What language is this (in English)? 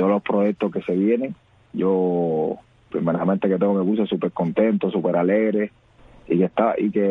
Spanish